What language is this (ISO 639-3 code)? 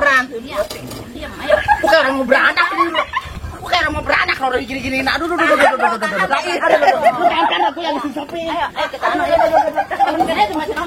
bew